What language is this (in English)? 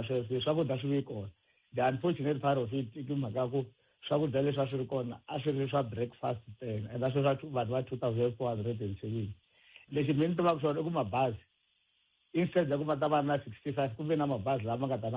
Tsonga